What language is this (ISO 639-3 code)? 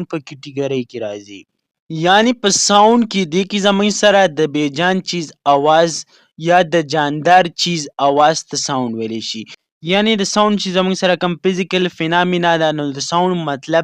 pus